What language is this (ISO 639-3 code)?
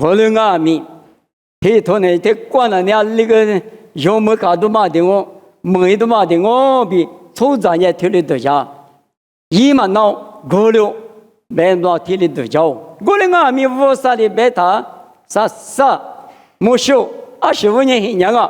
lis